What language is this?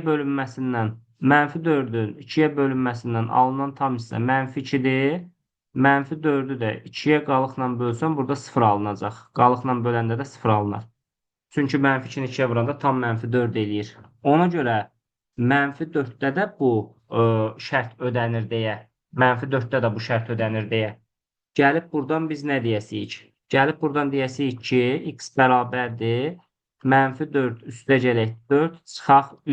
Azerbaijani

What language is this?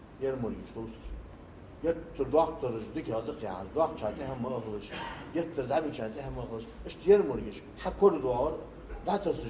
Ingush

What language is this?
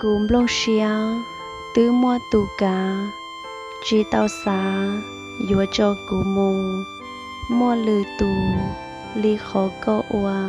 Hmong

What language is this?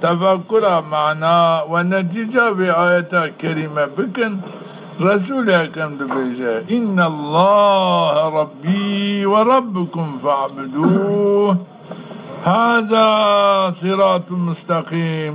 Zaza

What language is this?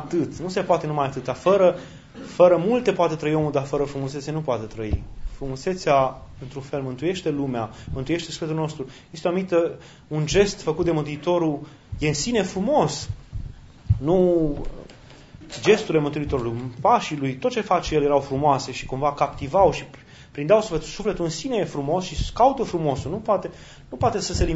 Romanian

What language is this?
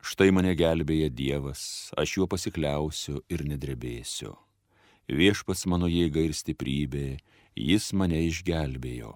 Lithuanian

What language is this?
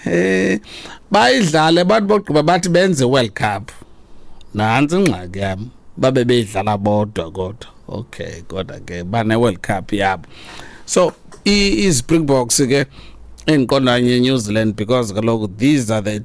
Xhosa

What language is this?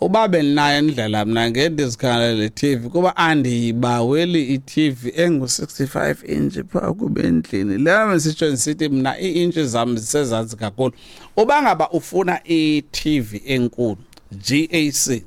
Xhosa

